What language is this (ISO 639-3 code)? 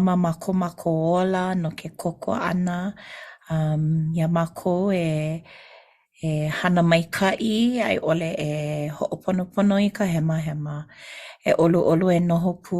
haw